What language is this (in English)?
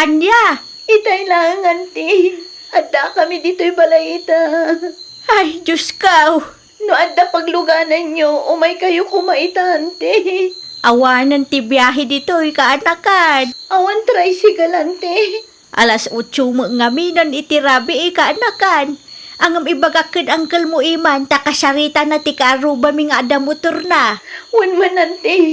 Iloko